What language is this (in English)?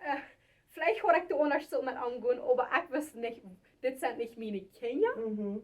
Plautdietsch